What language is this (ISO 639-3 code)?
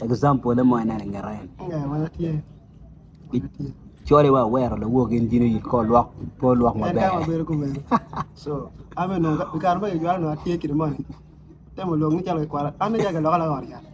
ach